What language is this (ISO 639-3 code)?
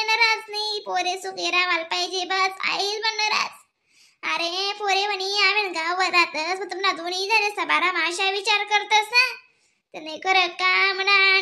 khn